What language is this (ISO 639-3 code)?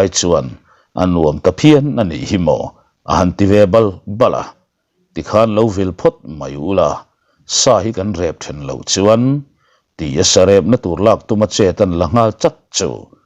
lus